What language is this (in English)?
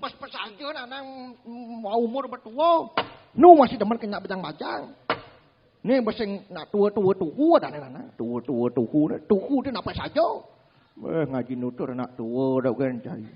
Balinese